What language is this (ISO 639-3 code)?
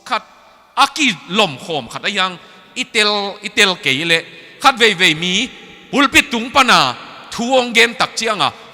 ctd